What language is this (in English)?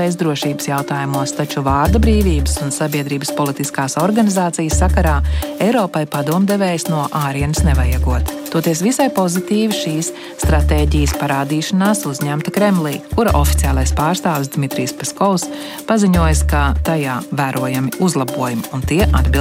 Latvian